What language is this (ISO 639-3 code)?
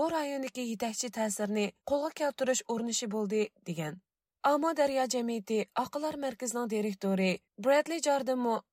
uig